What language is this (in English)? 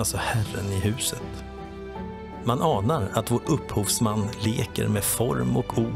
Swedish